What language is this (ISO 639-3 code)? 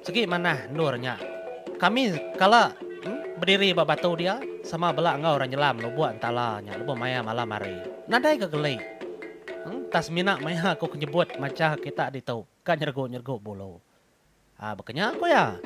iba